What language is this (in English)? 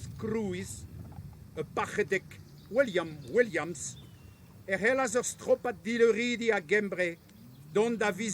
Breton